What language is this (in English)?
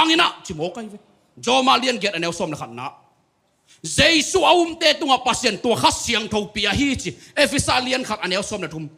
Tedim Chin